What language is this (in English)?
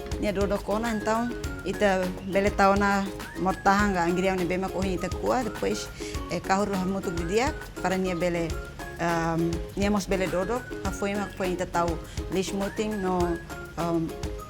Tetum